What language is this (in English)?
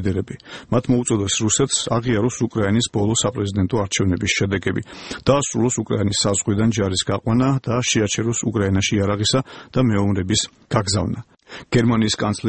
Georgian